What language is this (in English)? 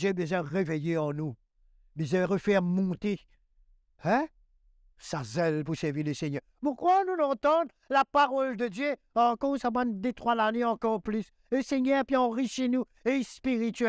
Morisyen